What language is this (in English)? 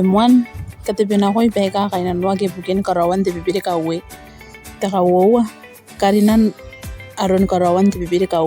Gilbertese